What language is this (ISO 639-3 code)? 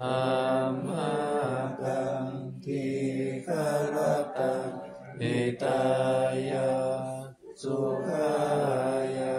pli